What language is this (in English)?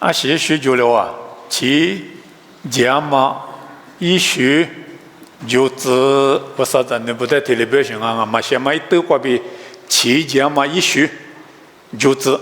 Lisu